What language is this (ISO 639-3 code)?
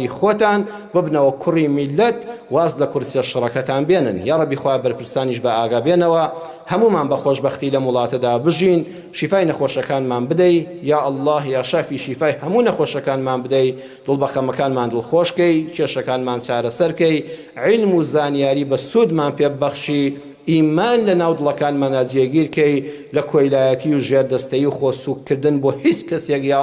ckb